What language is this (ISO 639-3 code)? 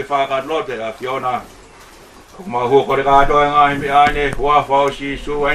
ton